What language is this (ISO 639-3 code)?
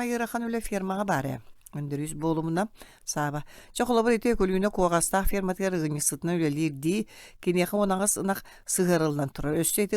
sah